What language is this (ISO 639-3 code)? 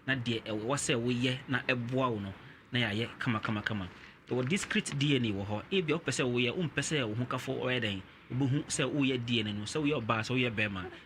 aka